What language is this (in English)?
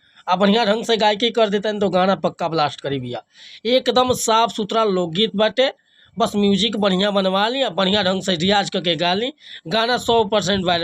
Bhojpuri